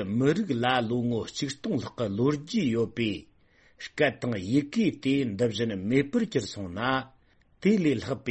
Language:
Tibetan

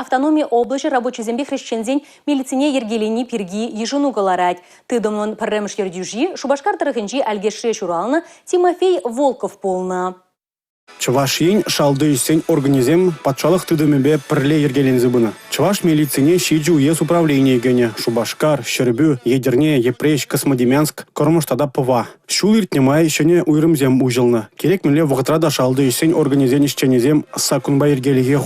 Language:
Chuvash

